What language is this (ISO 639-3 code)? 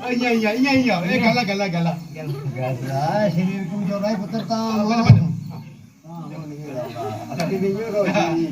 doi